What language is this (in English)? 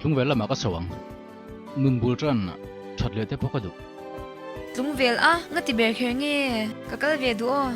Mizo